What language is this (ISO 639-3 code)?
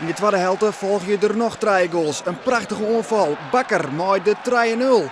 fry